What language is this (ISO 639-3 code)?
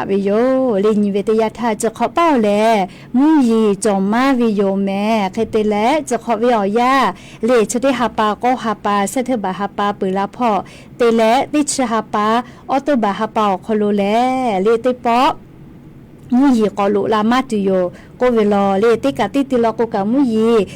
lhu